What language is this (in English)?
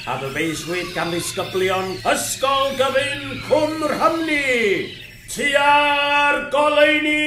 Welsh